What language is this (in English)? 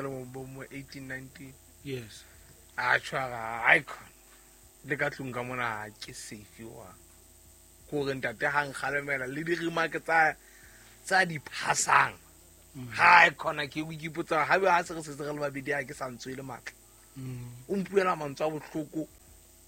Southern Sotho